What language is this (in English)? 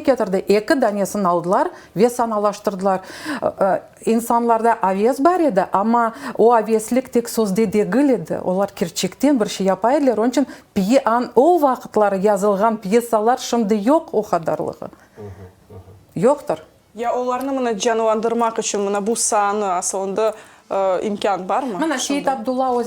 Crimean Tatar